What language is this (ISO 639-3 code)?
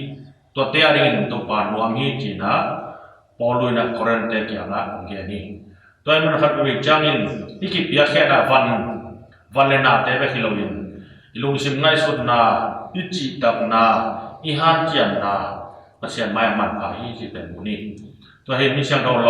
ctd